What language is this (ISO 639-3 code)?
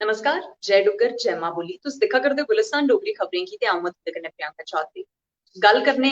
doi